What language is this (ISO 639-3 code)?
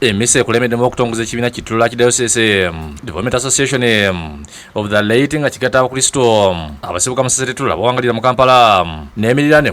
lug